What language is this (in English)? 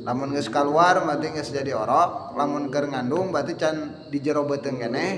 Sundanese